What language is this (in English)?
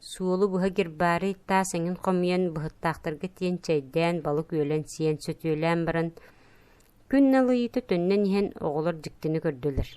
Yakut